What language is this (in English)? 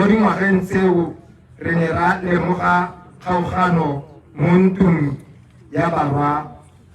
Tswana